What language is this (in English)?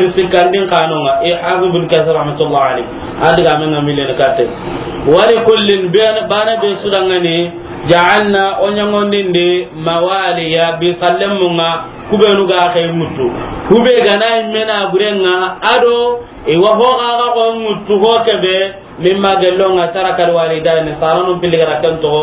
Soninke